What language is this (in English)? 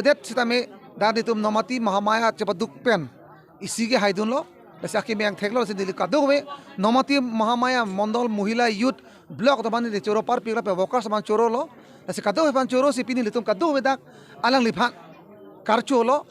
Karbi